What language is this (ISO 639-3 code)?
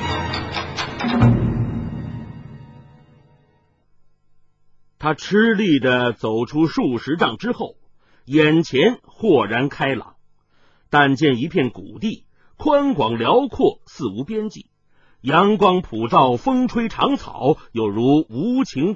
zho